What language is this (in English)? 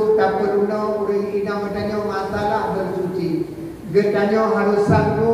Achinese